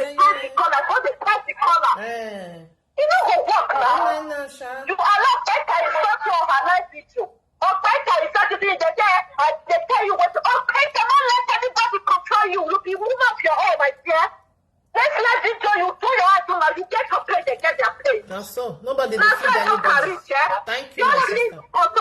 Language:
Nigerian Pidgin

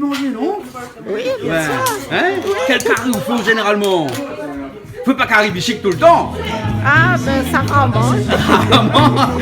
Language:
Réunion Creole French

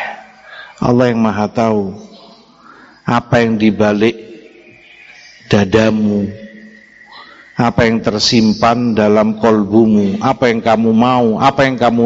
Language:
Indonesian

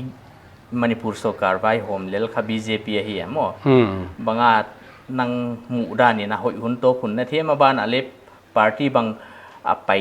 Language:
Paite Chin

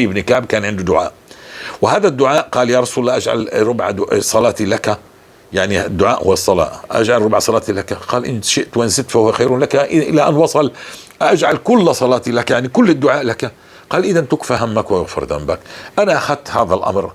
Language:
North Levantine Arabic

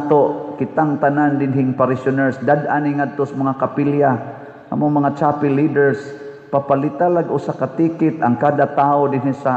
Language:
Cebuano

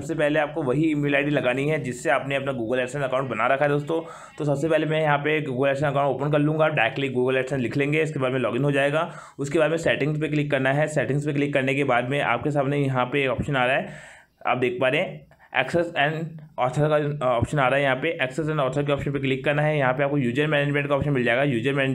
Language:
Hindi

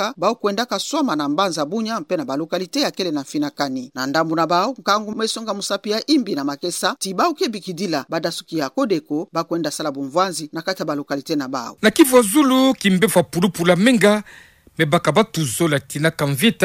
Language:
Kituba (Democratic Republic of Congo)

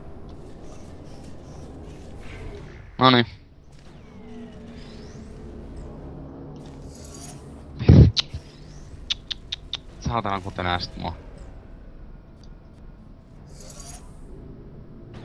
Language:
Finnish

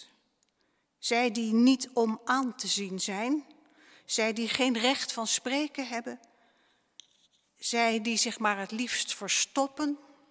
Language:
Dutch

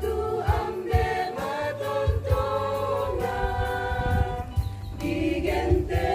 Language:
Toraja-Sa'dan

